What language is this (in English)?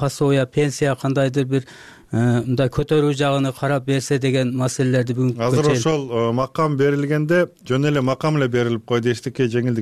Kyrgyz